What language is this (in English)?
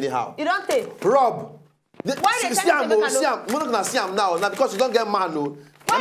Nigerian Pidgin